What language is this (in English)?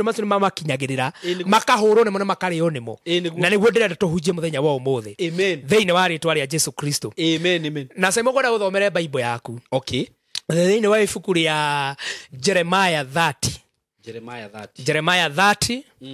Kikuyu